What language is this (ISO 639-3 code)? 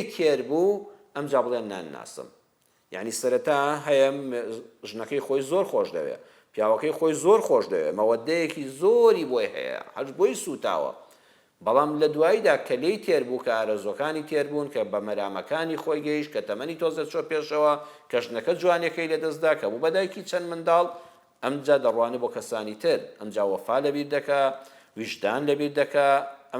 ckb